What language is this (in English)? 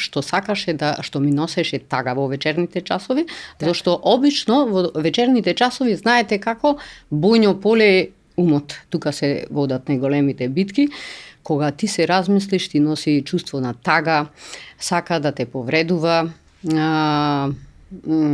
Macedonian